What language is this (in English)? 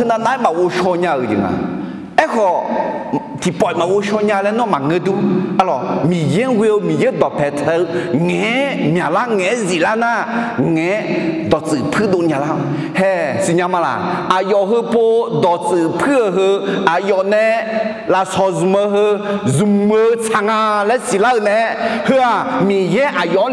Akha